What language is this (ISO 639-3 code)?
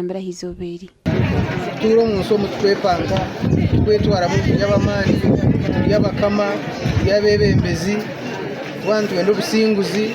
nyn